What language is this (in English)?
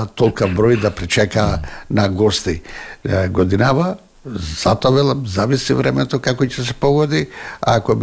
Macedonian